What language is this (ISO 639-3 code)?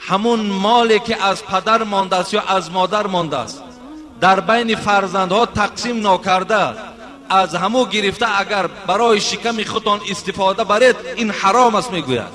tgk